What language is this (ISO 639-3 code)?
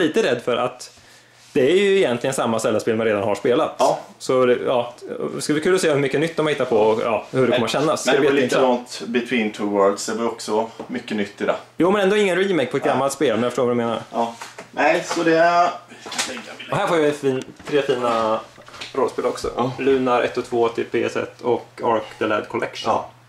swe